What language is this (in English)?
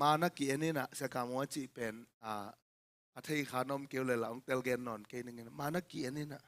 Tedim Chin